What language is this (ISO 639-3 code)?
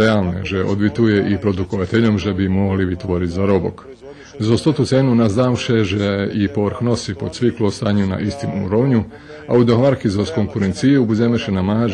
rue